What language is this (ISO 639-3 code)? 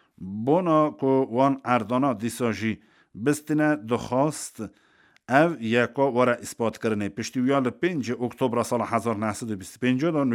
kur